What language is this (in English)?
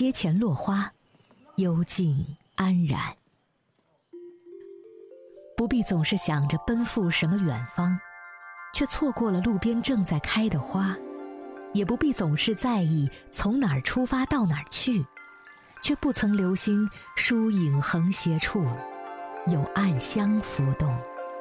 Chinese